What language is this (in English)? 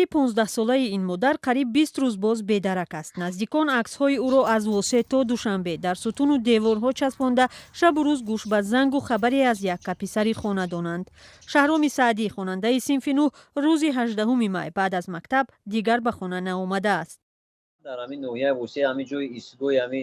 Tajik